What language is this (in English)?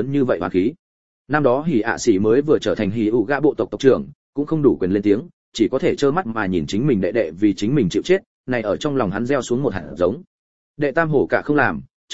Vietnamese